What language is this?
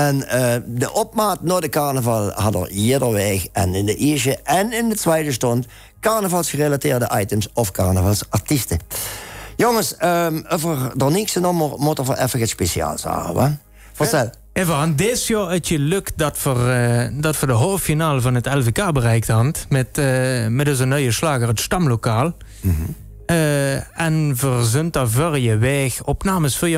Limburgish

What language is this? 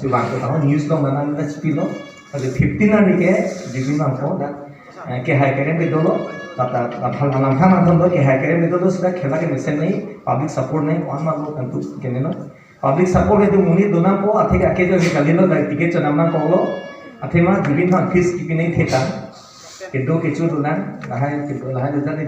Karbi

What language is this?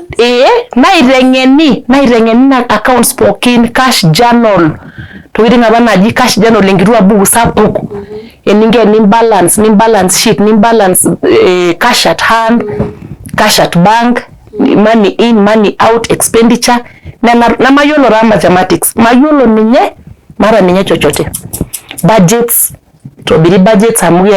Masai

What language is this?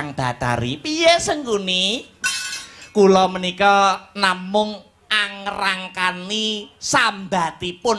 Javanese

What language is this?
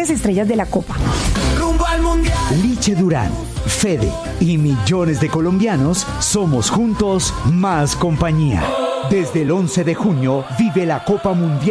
Spanish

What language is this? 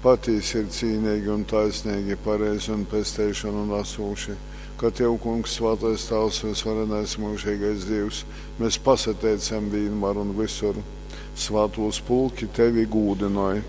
Latgalian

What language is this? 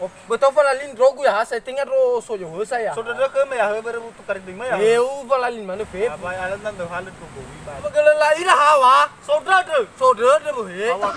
Nias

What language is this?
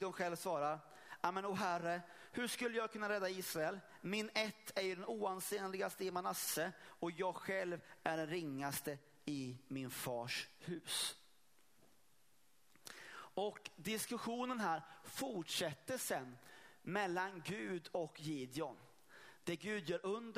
Swedish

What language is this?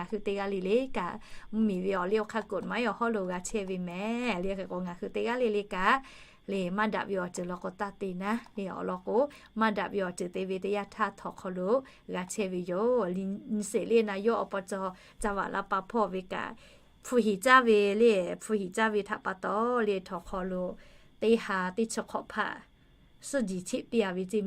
Lahu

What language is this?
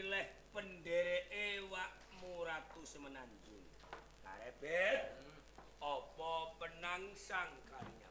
Javanese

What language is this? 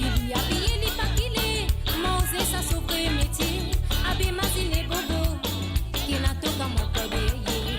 Morisyen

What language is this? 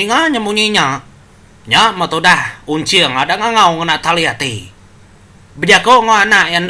Iban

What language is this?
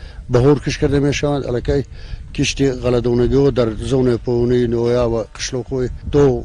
Tajik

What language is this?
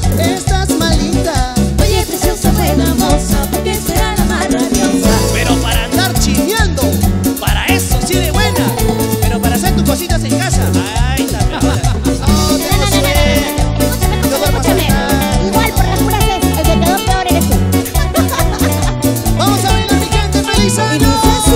Spanish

